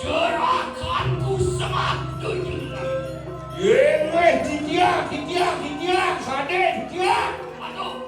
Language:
Balinese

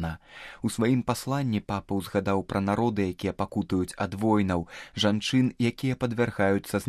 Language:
Belarusian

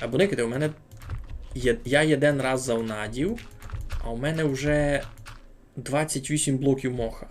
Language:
Rusyn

